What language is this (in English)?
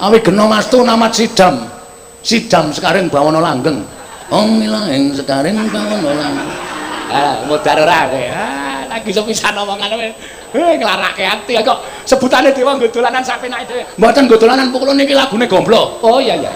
Javanese